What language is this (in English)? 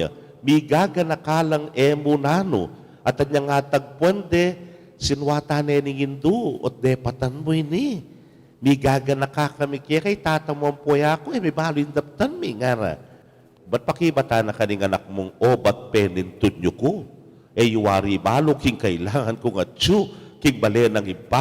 Pampanga